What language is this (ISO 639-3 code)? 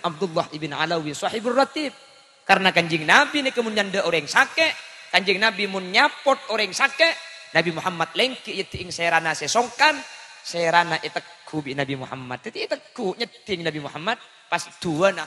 mad